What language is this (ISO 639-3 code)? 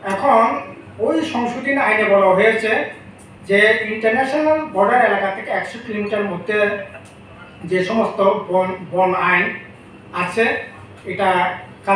ben